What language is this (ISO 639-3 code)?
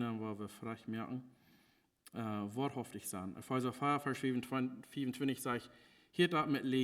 pdt